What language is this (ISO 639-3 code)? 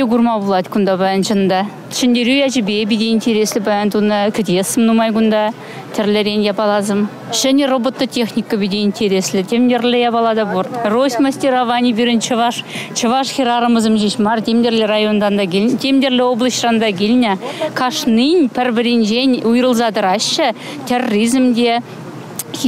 chv